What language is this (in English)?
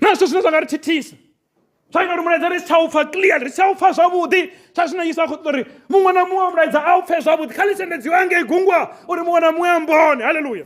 Venda